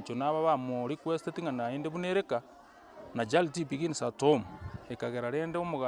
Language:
Gusii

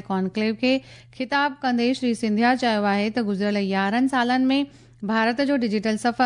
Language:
Sindhi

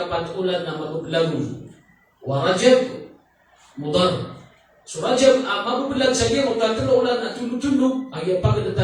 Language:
Maranao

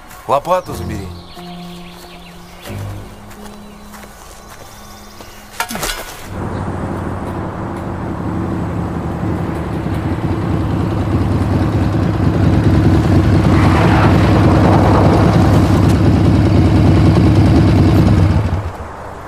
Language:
Russian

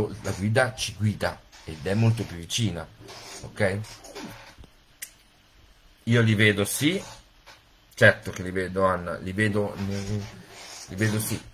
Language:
Italian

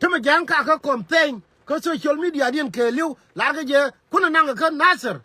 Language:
Nuer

